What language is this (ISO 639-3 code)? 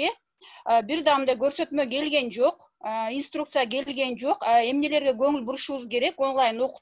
kir